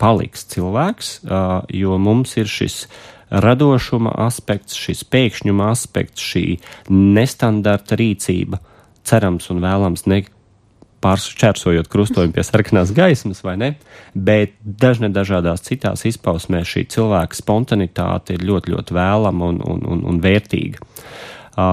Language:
Latvian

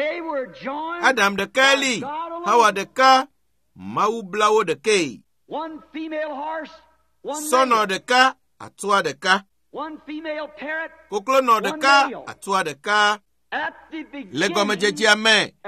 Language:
Ewe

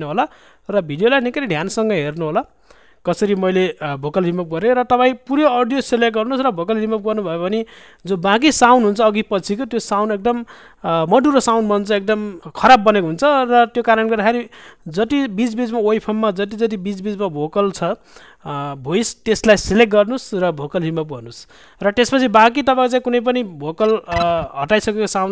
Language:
Nepali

